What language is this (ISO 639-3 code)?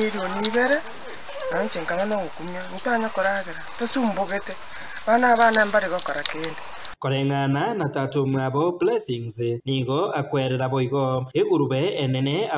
guz